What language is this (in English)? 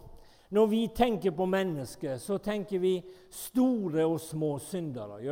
Norwegian